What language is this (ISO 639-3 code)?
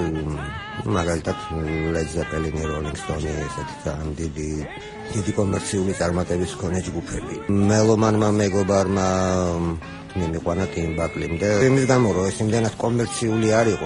kat